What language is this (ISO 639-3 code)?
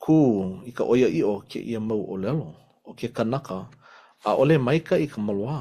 haw